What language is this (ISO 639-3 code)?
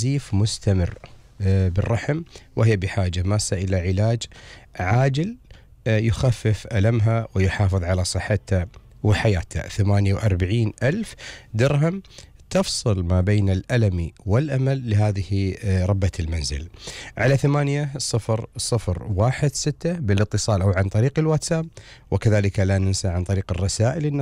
afb